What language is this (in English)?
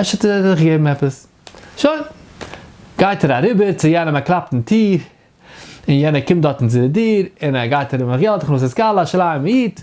Yiddish